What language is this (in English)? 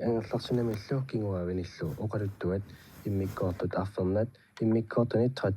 Kalaallisut